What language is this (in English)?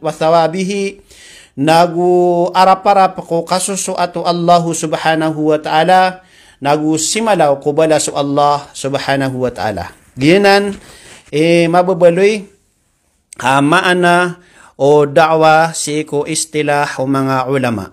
Maranao